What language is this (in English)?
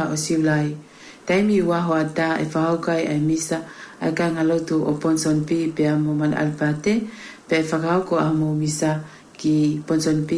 Tongan